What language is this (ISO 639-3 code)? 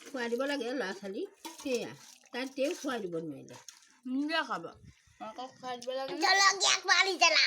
asm